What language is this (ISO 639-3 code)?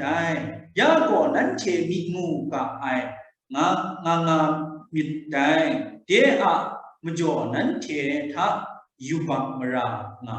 kac